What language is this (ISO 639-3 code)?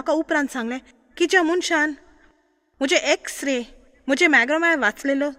kok